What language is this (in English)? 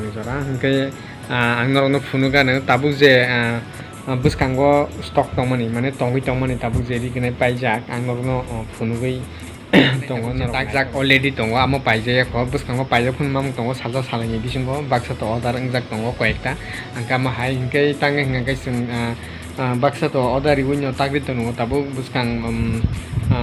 Kok Borok